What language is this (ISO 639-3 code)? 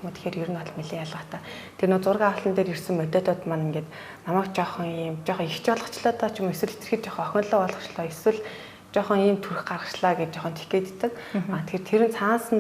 mon